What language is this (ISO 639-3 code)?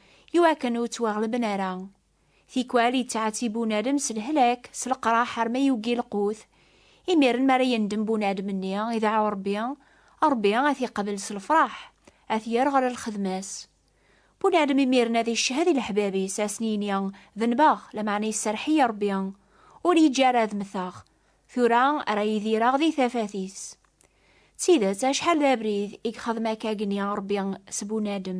kab